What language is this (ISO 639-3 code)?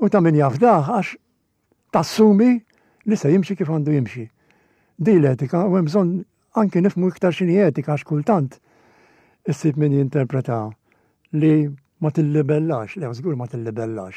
mlt